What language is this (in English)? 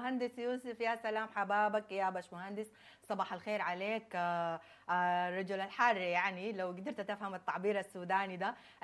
Sudanese Arabic